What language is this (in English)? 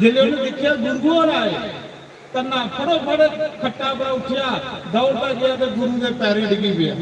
Dogri